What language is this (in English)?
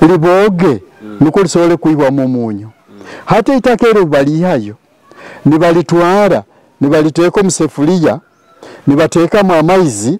Nyoro